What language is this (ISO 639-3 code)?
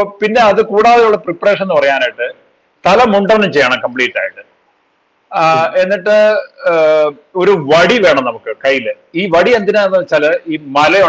mal